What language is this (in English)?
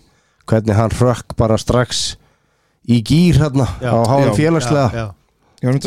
Icelandic